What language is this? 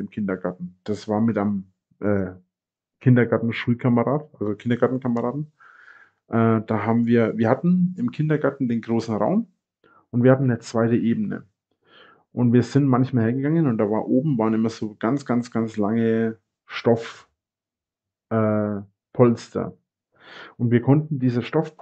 German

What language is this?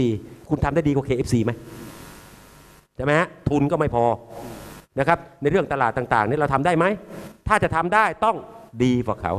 Thai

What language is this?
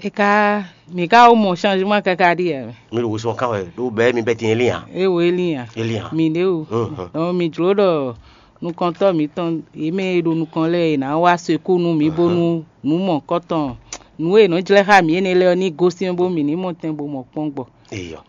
Fon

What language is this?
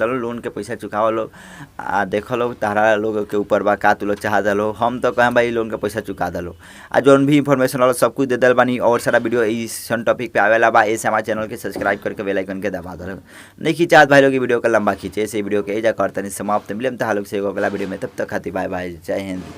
Bhojpuri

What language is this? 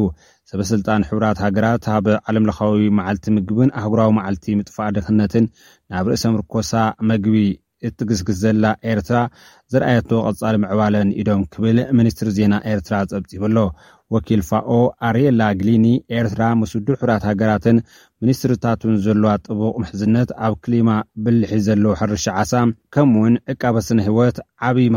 Tigrinya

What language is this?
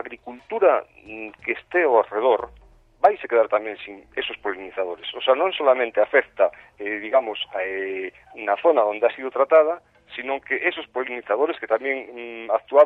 Galician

